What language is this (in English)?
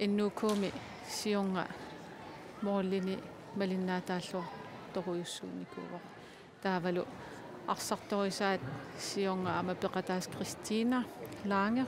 Kalaallisut